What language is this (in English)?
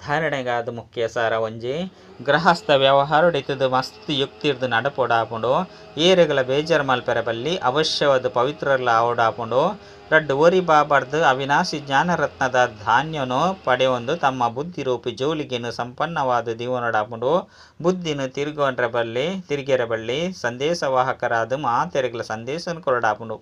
Tulu